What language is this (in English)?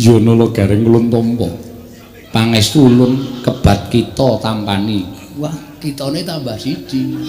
Javanese